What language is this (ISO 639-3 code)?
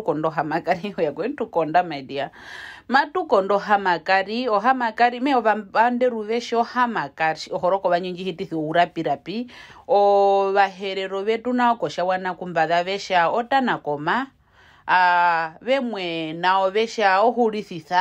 her